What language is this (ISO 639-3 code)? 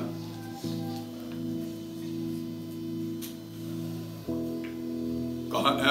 urd